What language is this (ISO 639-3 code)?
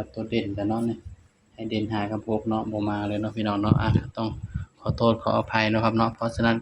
tts